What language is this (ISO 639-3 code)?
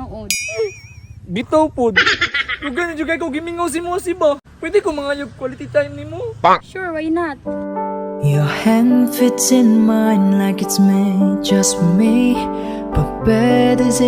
ceb